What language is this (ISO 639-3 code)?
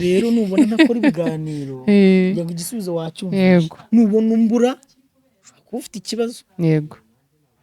kin